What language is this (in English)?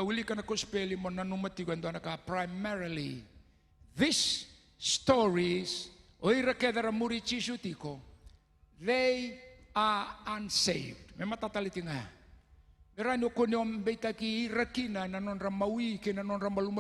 Fijian